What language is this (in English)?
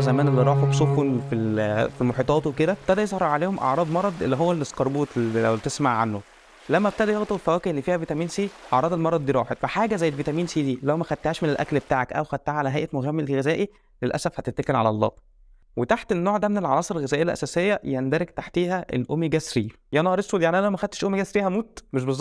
Egyptian Arabic